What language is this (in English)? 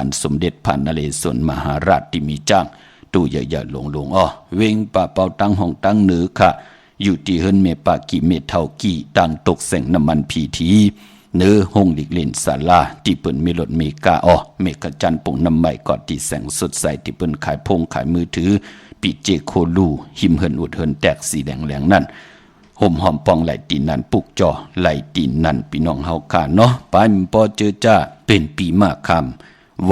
Shan